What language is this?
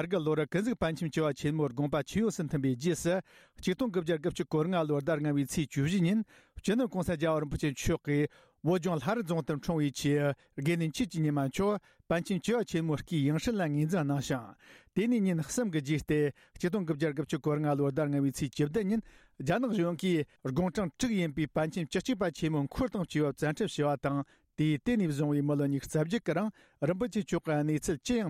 Tibetan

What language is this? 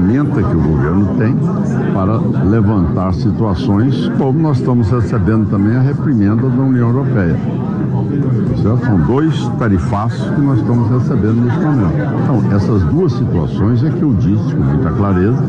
Portuguese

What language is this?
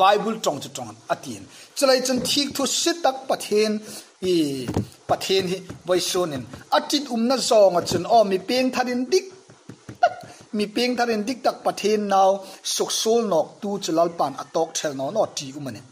Hmar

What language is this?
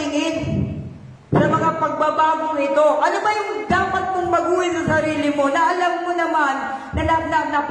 Filipino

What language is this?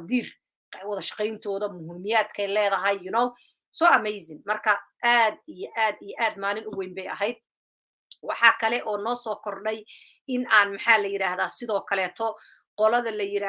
Somali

